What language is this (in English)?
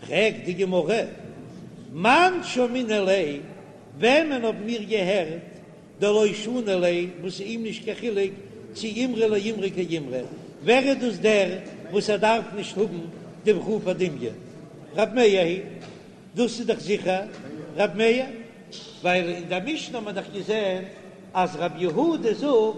Yiddish